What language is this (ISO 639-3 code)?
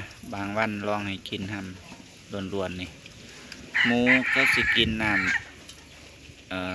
tts